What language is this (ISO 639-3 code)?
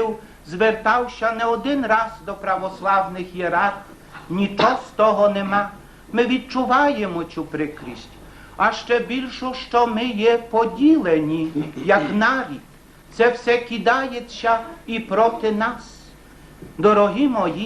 rue